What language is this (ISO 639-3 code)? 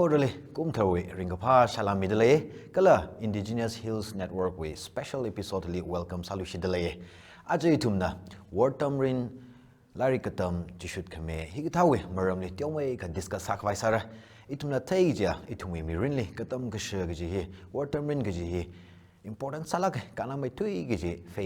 nmf